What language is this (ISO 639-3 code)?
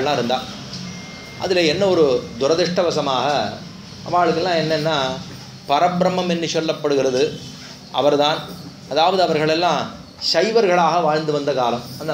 tam